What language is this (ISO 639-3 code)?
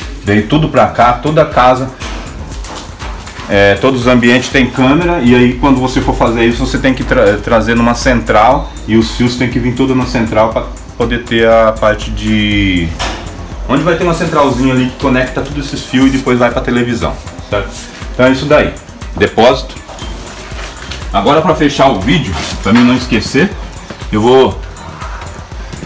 por